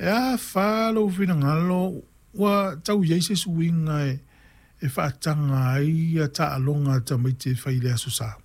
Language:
Samoan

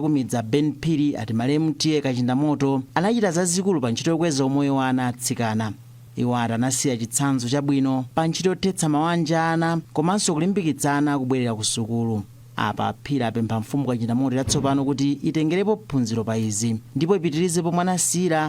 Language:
Nyanja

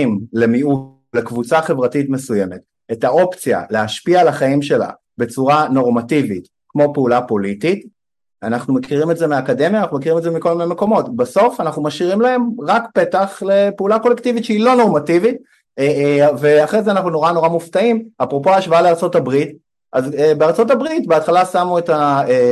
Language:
Hebrew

